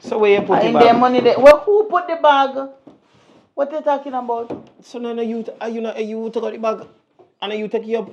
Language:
Jamaican Creole English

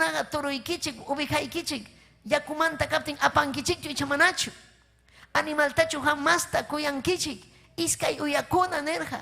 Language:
Ayacucho Quechua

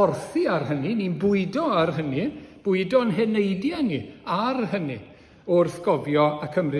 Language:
Welsh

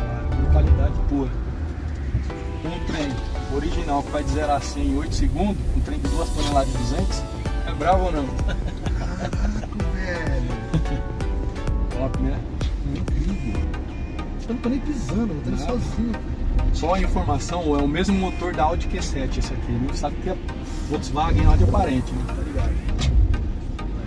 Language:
Portuguese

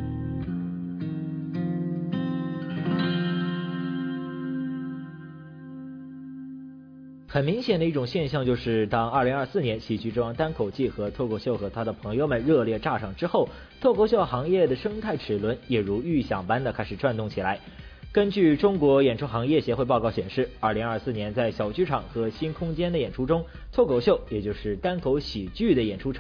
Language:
Chinese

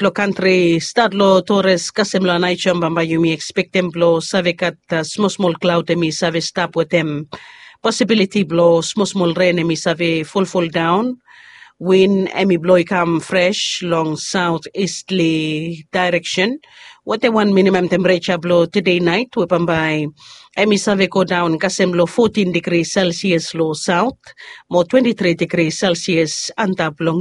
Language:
Bislama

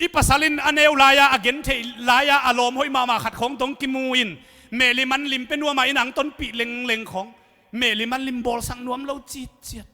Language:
Tedim Chin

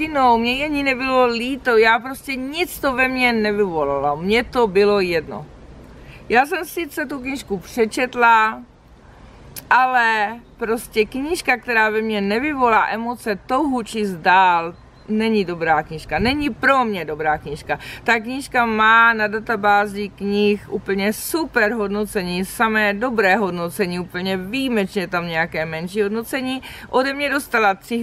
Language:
Czech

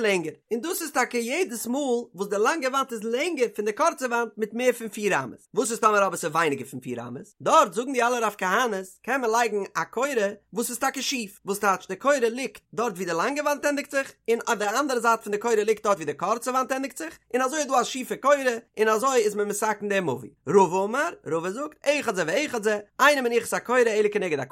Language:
Yiddish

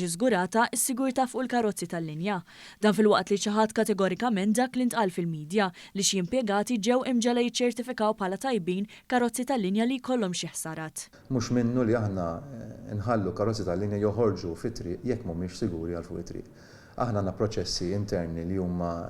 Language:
Maltese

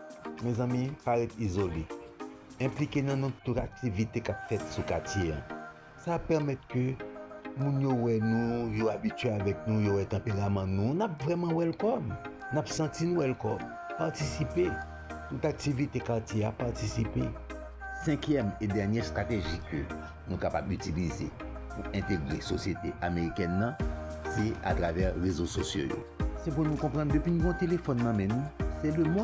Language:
Haitian Creole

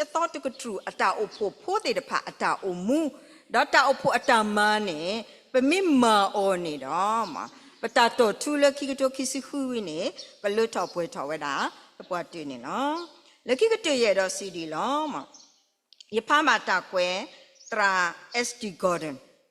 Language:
S'gaw Karen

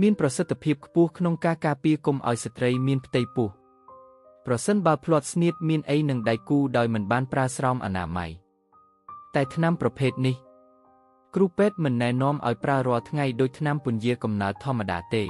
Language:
Khmer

